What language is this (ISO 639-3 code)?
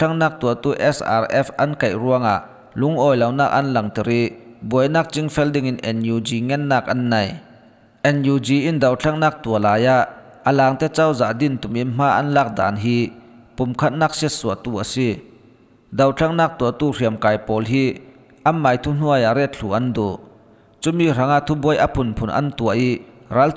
cfm